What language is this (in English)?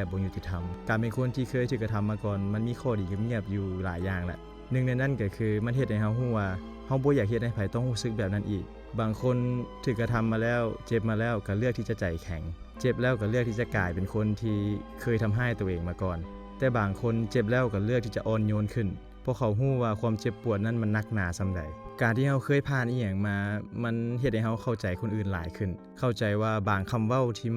Lao